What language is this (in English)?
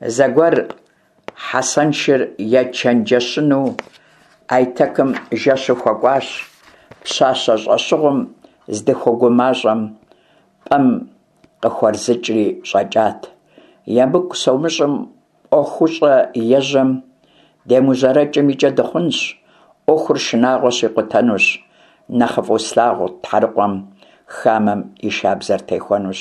Kabardian